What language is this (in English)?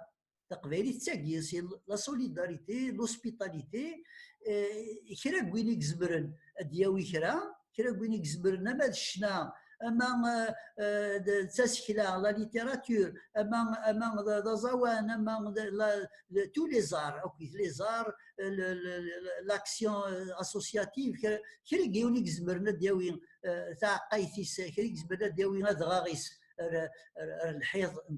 Kabyle